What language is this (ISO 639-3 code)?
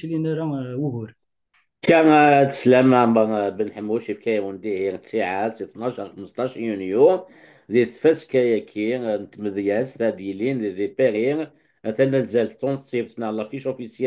kab